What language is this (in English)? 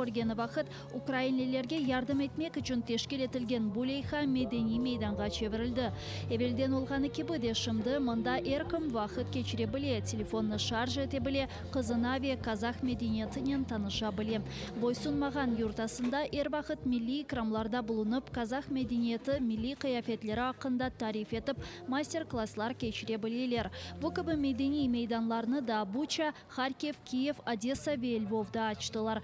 Crimean Tatar